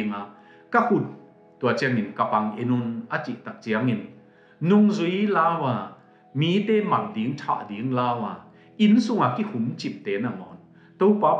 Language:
Tedim Chin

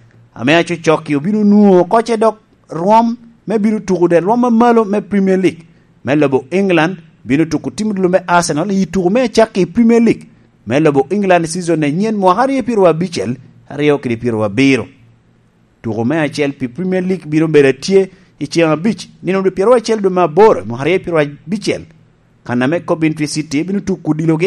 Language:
Lango (Uganda)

